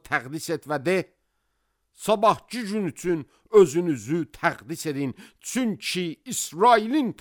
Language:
Azerbaijani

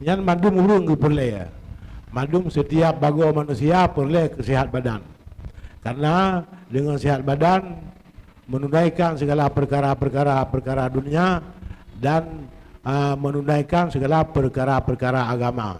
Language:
Achinese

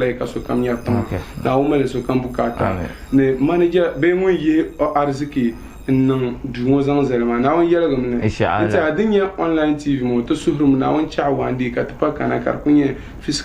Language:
Dagbani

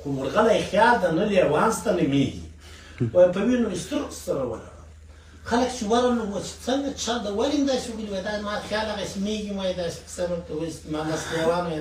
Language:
Pashto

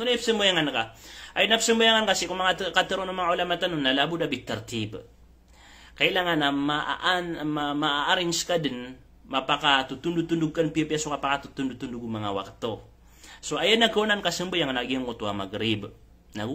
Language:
Maranao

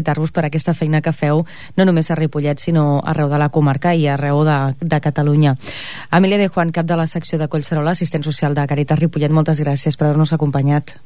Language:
Catalan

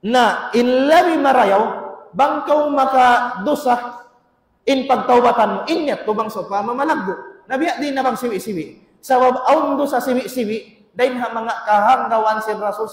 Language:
Tausug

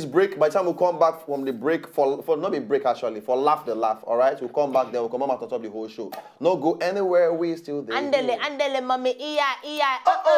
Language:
Nigerian Pidgin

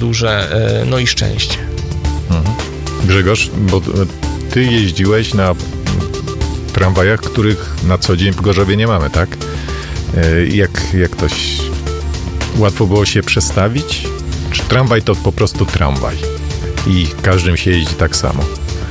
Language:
Polish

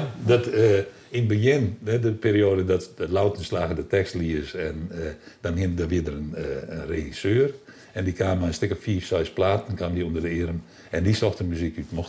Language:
Western Frisian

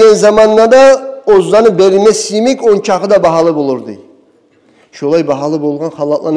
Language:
Kumyk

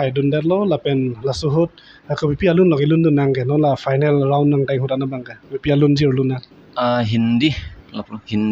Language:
Karbi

